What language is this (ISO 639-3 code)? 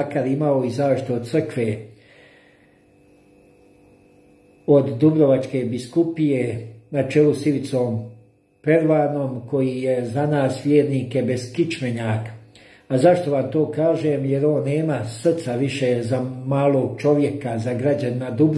hrv